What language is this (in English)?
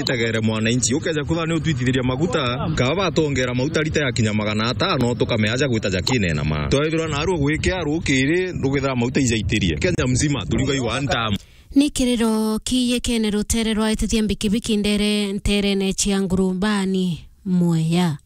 Meru